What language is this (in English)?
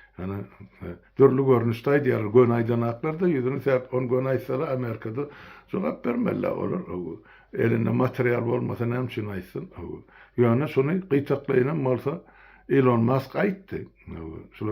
Turkmen